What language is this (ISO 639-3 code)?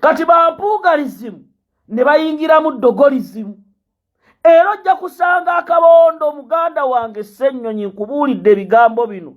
lug